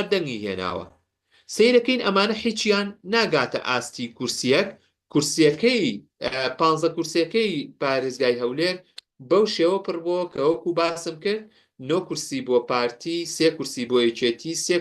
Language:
Central Kurdish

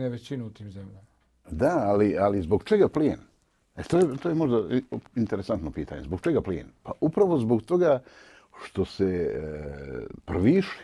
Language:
Bosnian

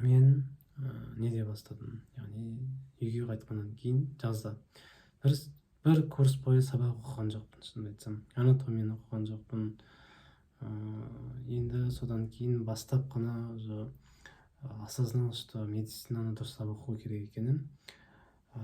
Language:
Kazakh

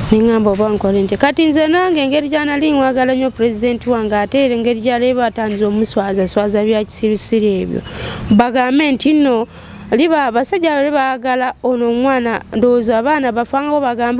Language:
Ganda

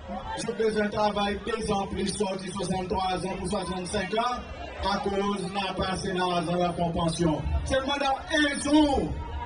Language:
Seselwa Creole French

